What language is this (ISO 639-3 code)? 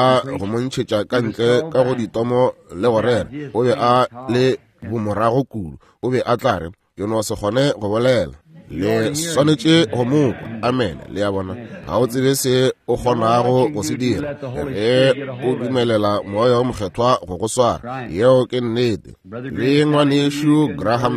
nso